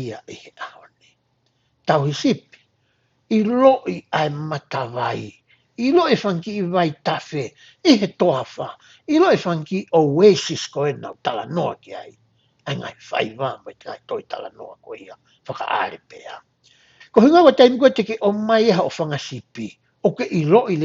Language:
Tongan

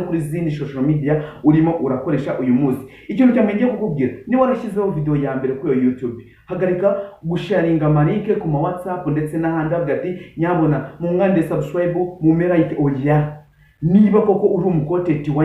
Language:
Kinyarwanda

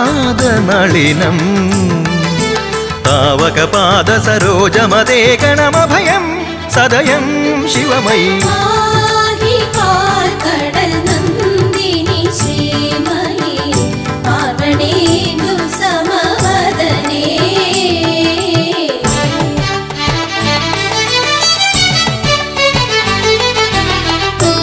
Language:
Malayalam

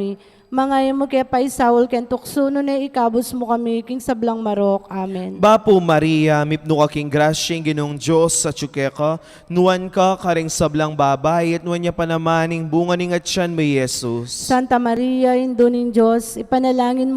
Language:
Pampanga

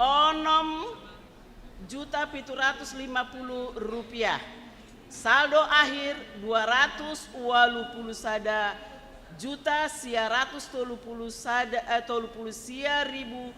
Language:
Batak Simalungun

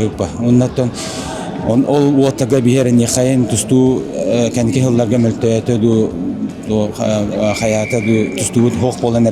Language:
Yakut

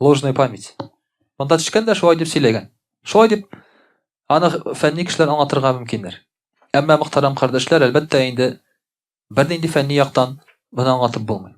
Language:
Tatar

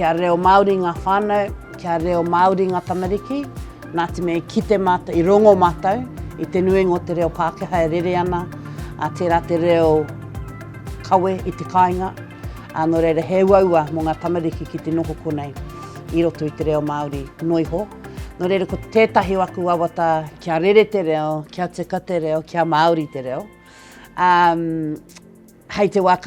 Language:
Māori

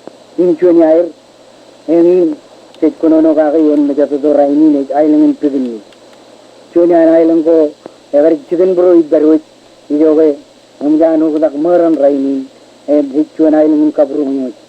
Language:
Marshallese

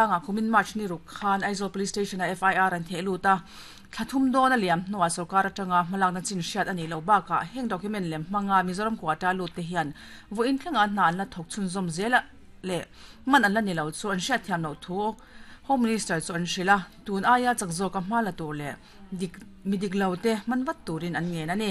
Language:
Mizo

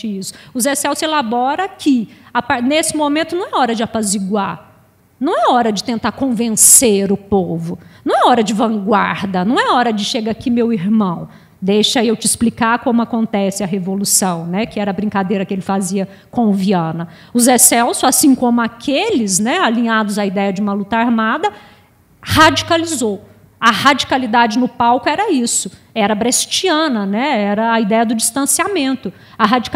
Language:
Portuguese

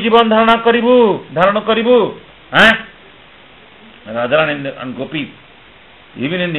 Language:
Odia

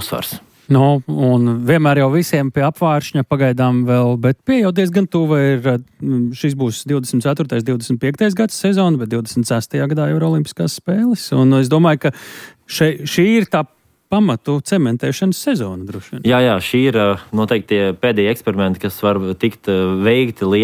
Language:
Latvian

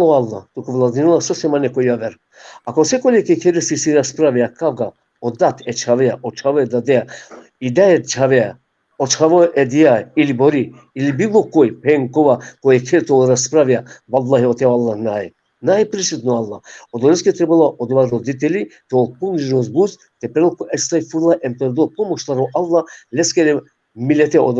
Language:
Balkan Romani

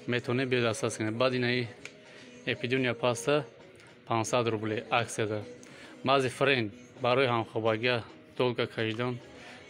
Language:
Tajik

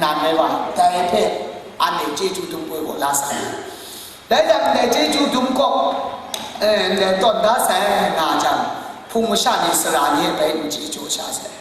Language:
Kachin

